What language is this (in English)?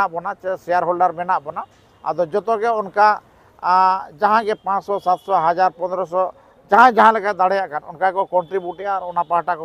Santali